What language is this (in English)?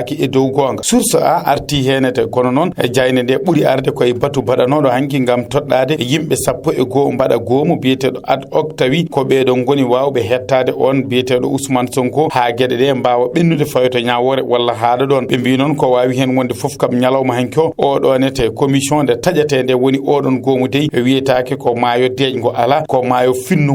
Fula